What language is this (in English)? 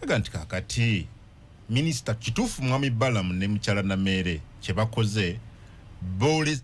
Ganda